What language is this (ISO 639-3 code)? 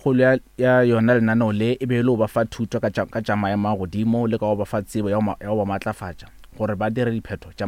nso